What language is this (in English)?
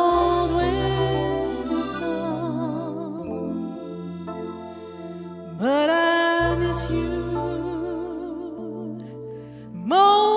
Vietnamese